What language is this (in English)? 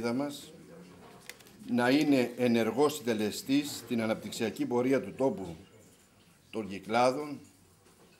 Greek